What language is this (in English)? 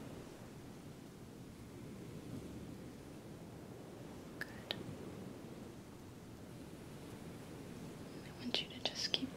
English